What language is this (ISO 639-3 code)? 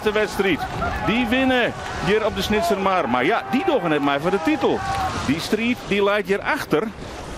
fry